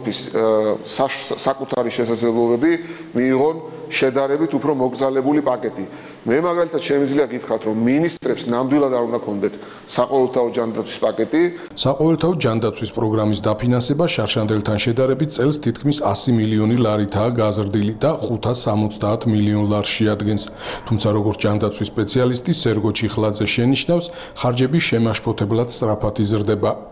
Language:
Georgian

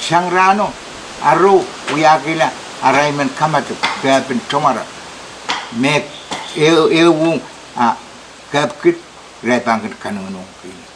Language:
Pohnpeian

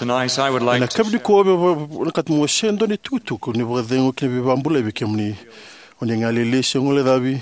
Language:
Fijian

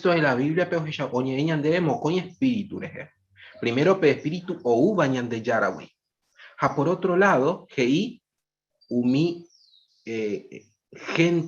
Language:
Guarani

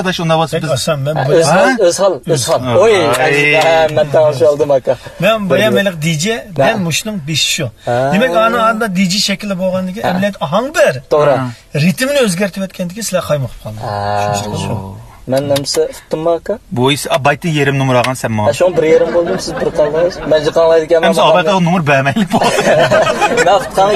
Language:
Uyghur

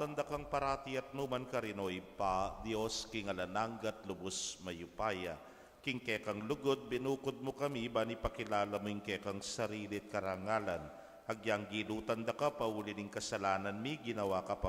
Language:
Pampanga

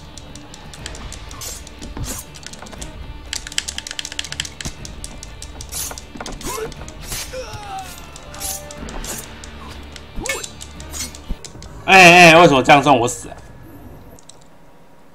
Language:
Chinese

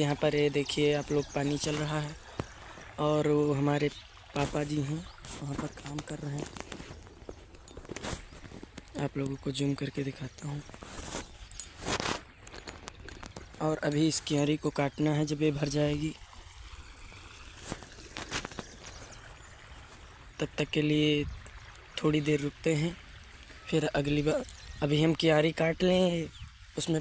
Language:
Hindi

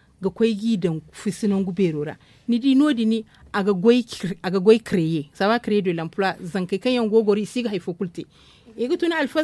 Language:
Zarma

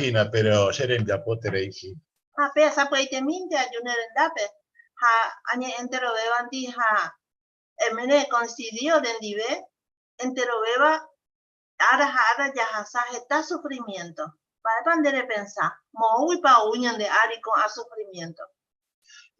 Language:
Guarani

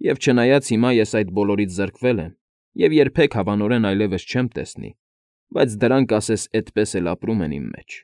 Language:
Armenian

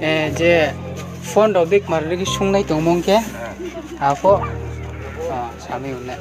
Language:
Riang (India)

